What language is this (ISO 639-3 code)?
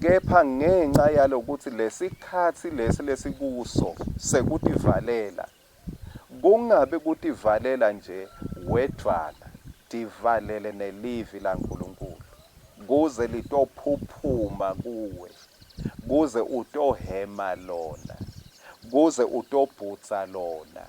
ssw